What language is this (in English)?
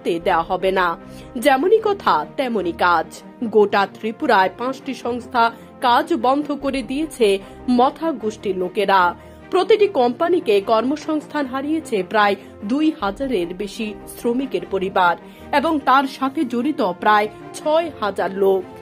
Bangla